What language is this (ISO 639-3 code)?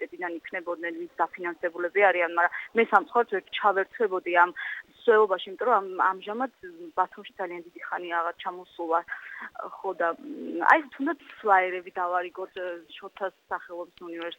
kat